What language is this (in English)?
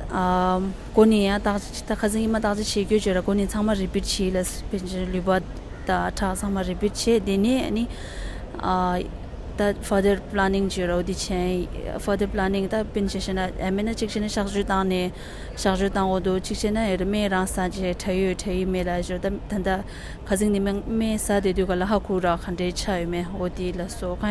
Tibetan